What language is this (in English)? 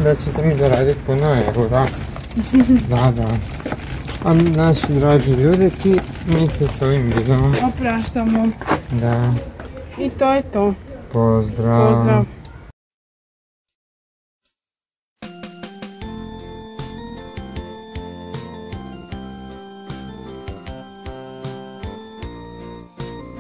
Croatian